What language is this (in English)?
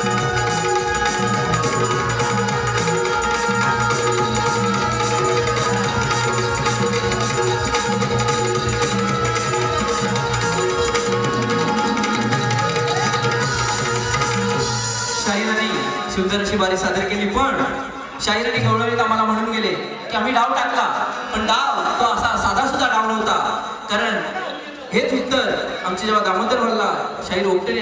Marathi